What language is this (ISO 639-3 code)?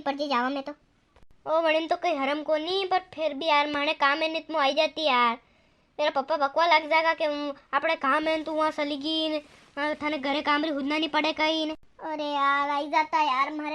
raj